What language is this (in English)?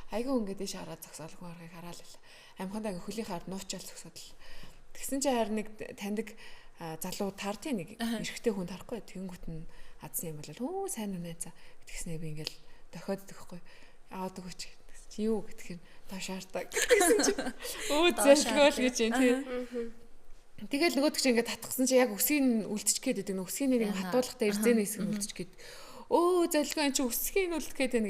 Mongolian